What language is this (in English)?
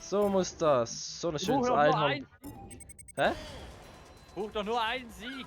Swiss German